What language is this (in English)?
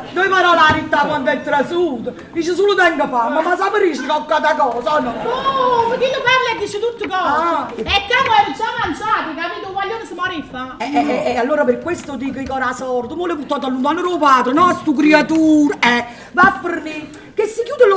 Neapolitan